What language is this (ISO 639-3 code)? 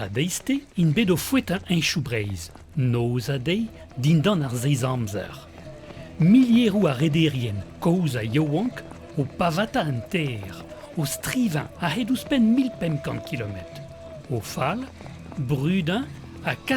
bre